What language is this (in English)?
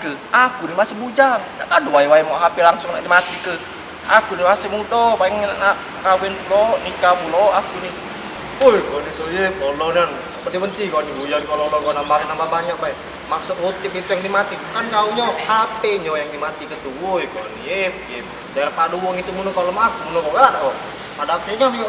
Musi